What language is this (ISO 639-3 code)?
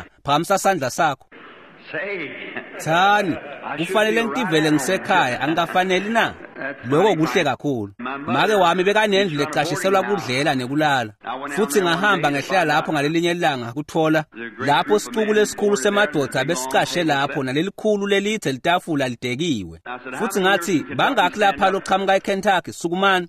ssw